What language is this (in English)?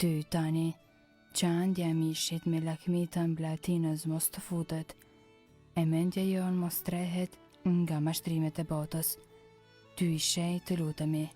Albanian